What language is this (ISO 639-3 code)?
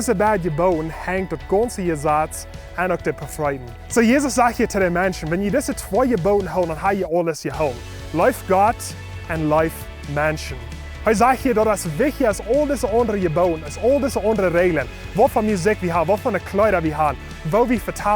pdt